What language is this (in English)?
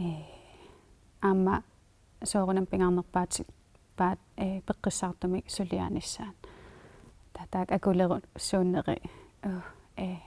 Kalaallisut